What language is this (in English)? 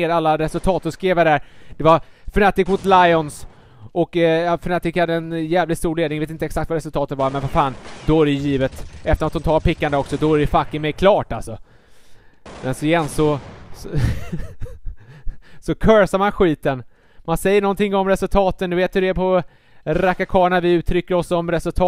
Swedish